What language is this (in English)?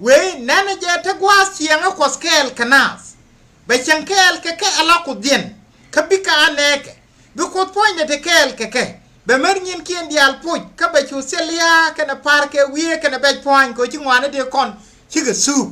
Nuer